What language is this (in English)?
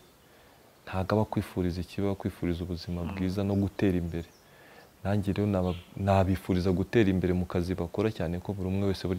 Kinyarwanda